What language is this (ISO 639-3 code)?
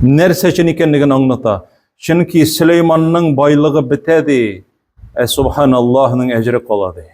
tat